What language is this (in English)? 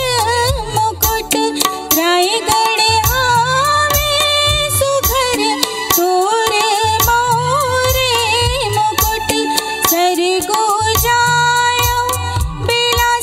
Chhattisgarhi